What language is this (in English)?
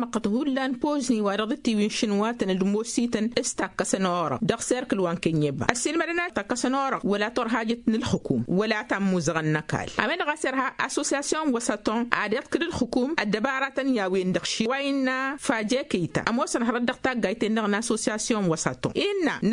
Tamasheq